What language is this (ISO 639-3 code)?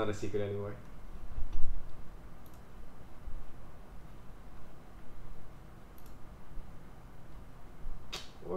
eng